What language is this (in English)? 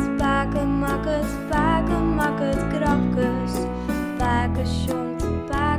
Western Frisian